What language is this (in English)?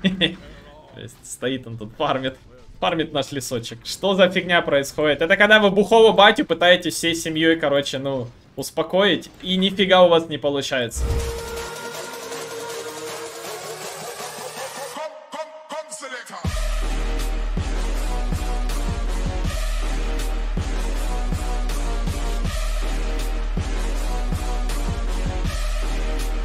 Russian